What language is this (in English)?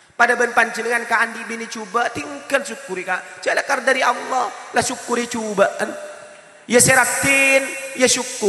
Madurese